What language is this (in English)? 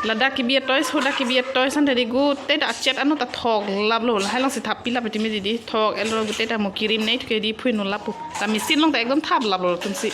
Karbi